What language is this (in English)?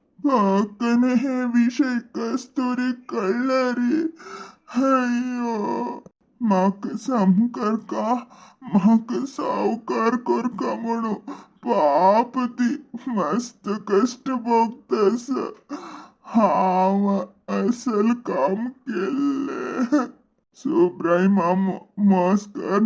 Konkani